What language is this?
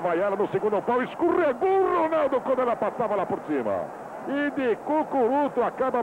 Portuguese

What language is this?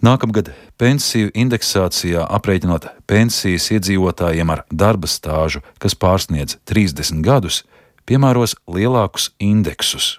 Latvian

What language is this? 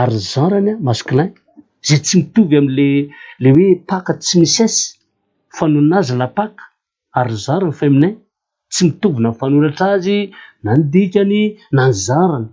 Malagasy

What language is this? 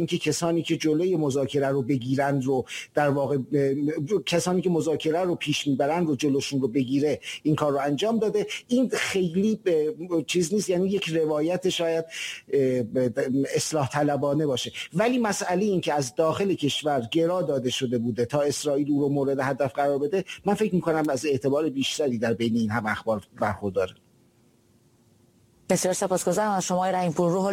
Persian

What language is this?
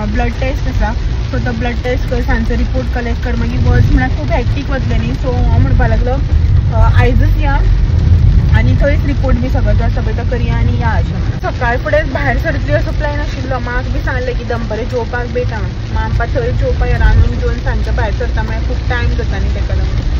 Konkani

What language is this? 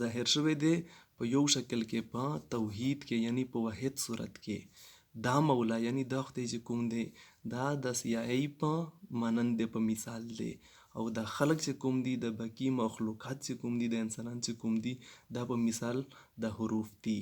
Pashto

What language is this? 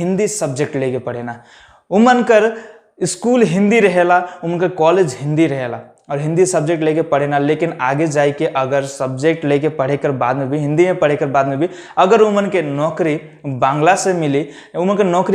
Sadri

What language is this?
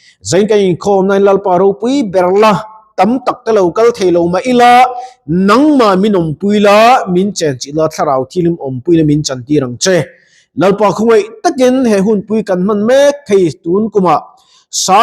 Mizo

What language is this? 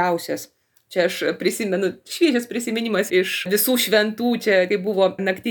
Lithuanian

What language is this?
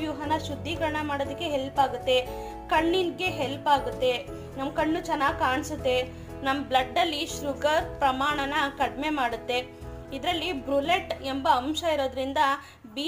Kannada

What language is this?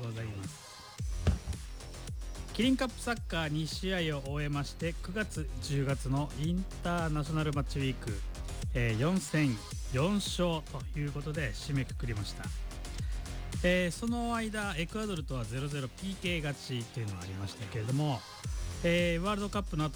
Japanese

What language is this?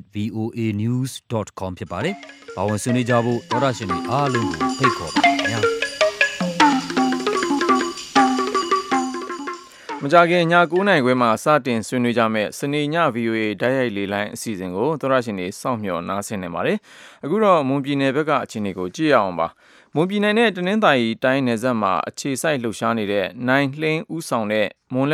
Burmese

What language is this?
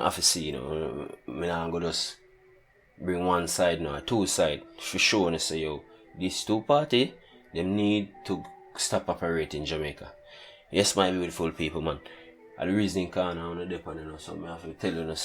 Jamaican Creole English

